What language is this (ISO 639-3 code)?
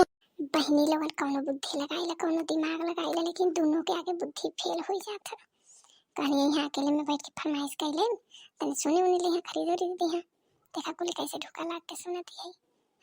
bho